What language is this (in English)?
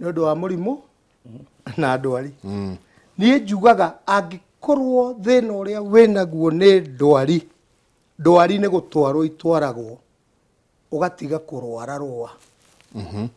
Kikuyu